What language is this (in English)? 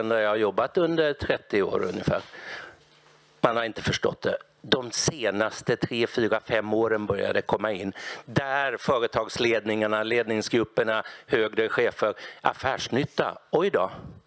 Swedish